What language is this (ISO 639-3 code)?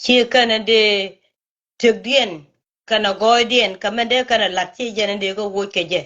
nus